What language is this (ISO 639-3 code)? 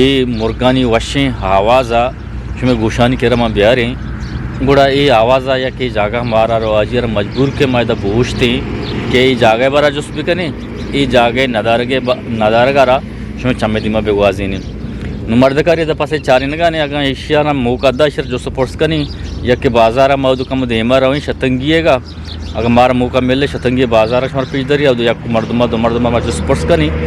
bgp